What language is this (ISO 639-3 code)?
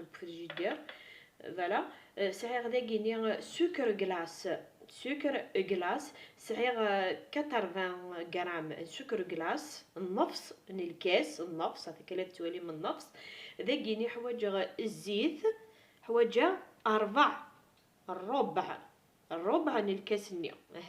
kab